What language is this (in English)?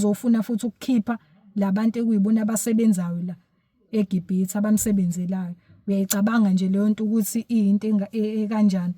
Zulu